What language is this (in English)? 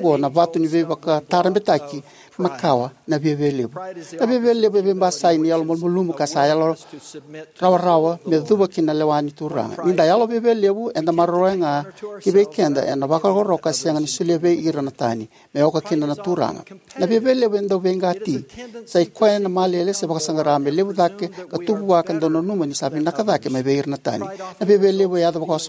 Fijian